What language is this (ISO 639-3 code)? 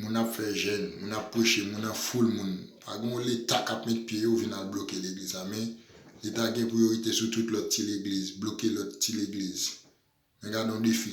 hat